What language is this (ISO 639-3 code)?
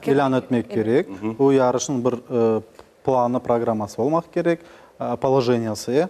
crh